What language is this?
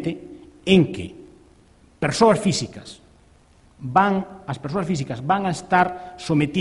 Galician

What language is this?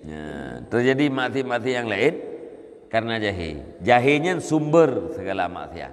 Achinese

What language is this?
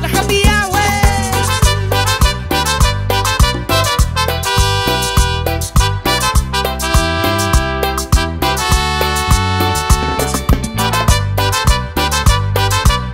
Spanish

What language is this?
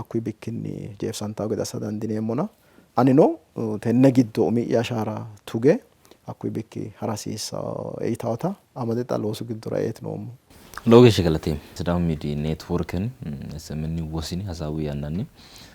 Sidamo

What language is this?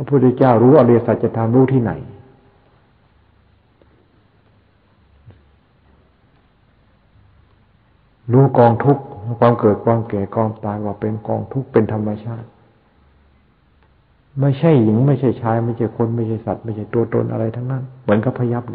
Thai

